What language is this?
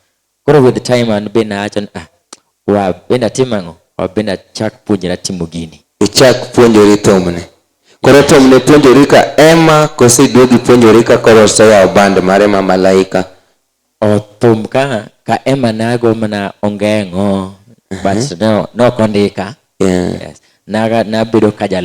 Luo (Kenya and Tanzania)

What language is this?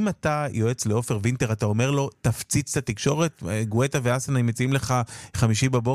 Hebrew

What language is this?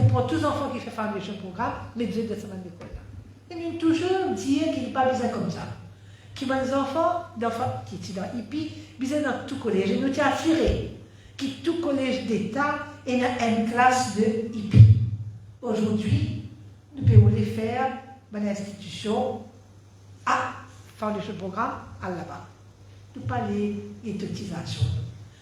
Morisyen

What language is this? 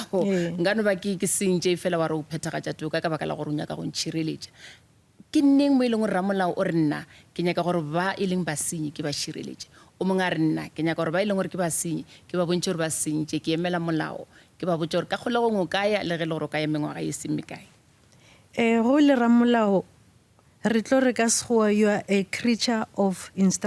Northern Sotho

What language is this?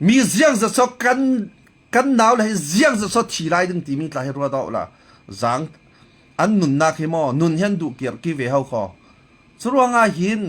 Falam Chin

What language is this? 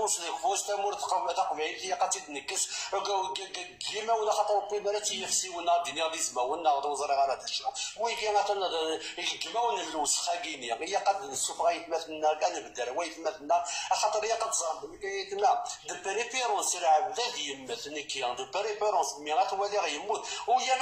Kabyle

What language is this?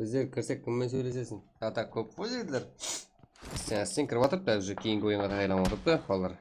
Kara-Kalpak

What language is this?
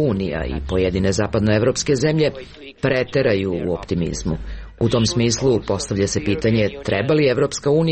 Serbian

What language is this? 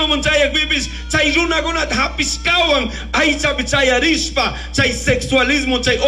Chimborazo Highland Quichua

